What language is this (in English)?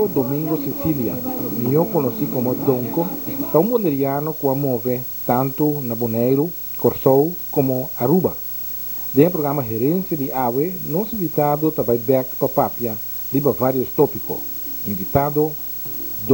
Papiamento